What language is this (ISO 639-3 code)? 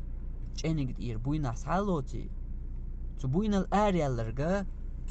che